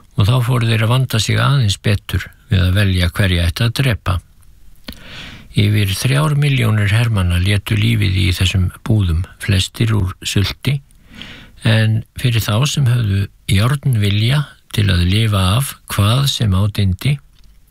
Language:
Icelandic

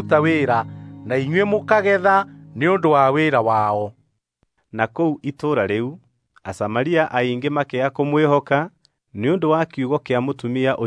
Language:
Kikuyu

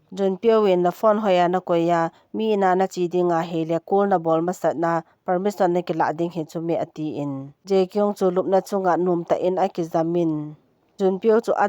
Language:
Thado Chin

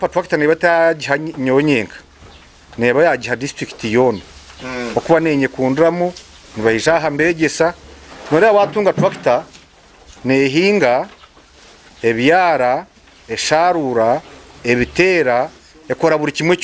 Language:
Nyankole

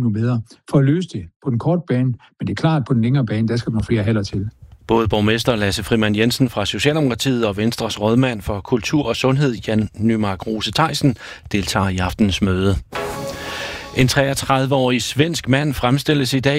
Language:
Danish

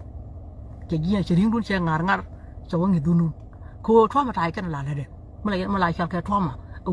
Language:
Nuer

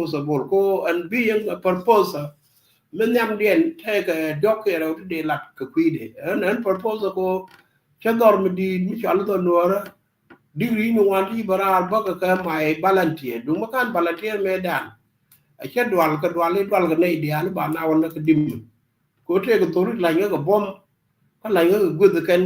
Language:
Nuer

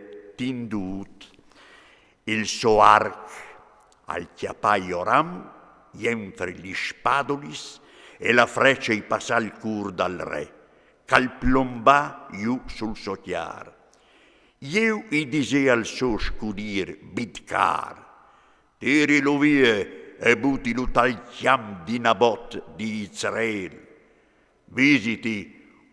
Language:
Friulian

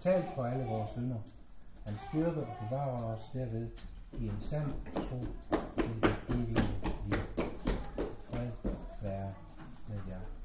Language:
Danish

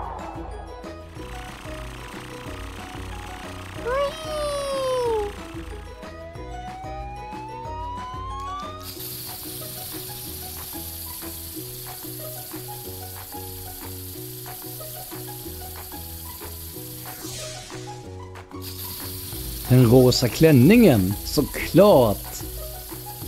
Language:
Swedish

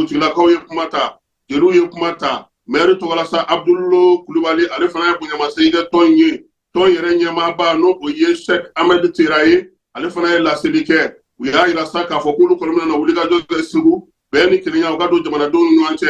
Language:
Bambara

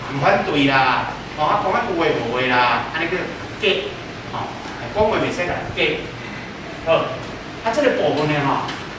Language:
Min Nan Chinese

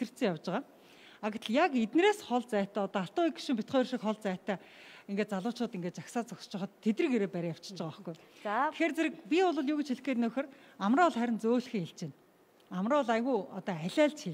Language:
Mongolian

